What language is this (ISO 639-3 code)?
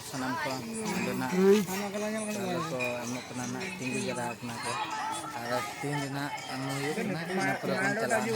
sat